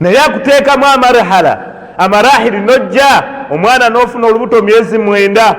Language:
Ganda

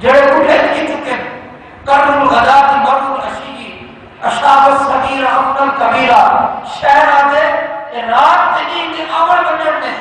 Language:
Saraiki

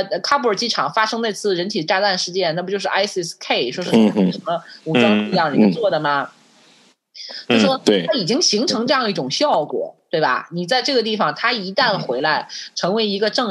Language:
Chinese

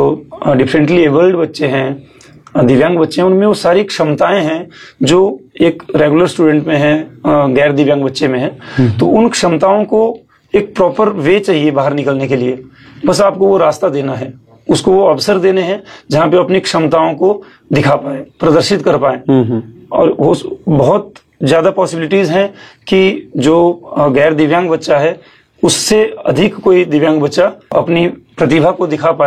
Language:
Hindi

